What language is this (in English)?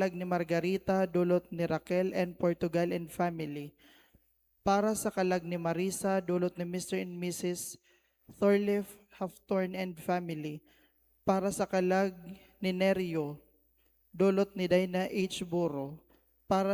Bikol